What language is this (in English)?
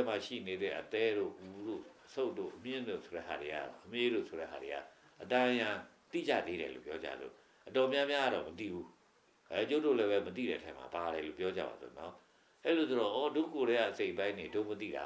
Burmese